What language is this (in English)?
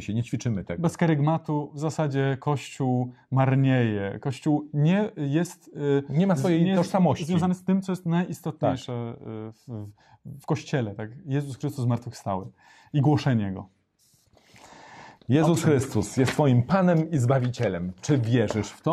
Polish